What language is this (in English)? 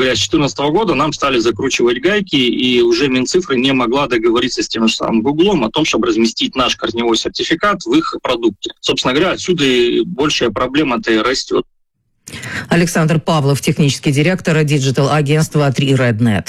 Russian